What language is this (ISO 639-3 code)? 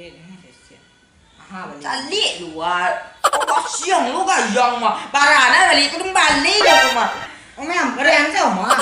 min